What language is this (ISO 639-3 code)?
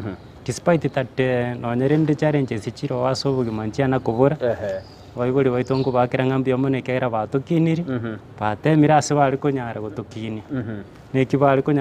guz